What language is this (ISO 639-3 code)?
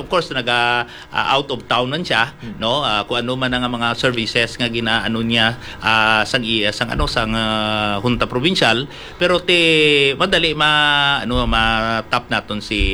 hil